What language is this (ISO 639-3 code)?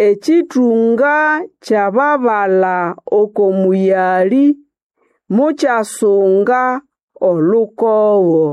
nnb